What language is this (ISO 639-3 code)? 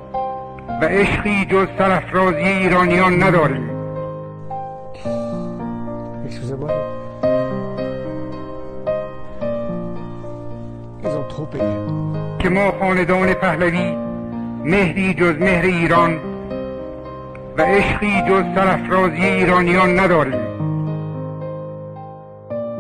fas